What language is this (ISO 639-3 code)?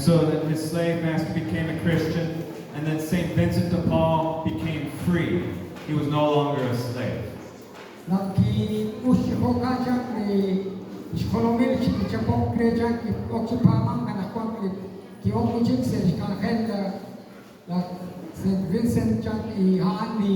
kek